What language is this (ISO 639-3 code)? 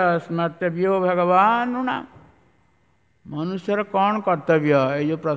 ori